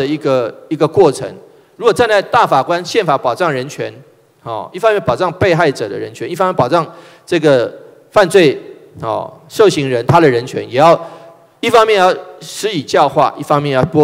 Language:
Chinese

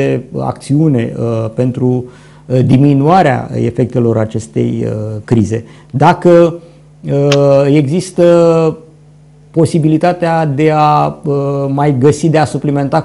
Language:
Romanian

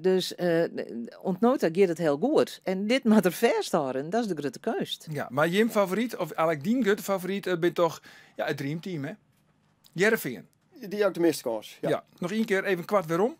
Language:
Western Frisian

